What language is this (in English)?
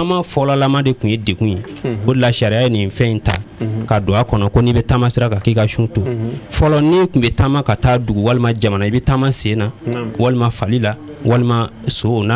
Bambara